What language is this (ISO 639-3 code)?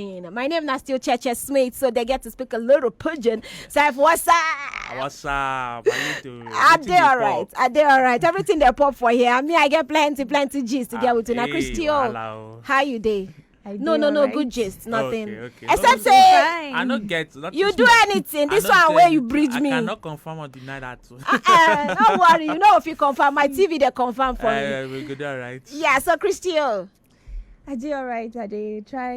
pcm